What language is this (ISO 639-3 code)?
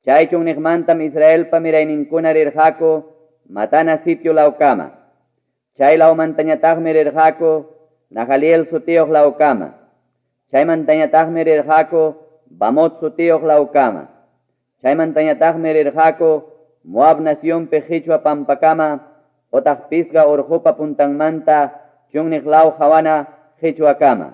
quy